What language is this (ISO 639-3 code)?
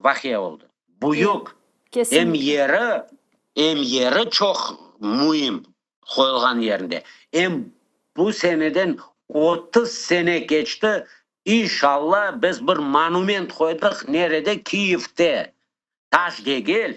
crh